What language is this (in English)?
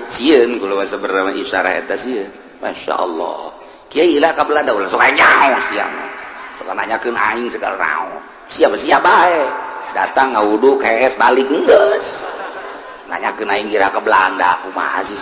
Sundanese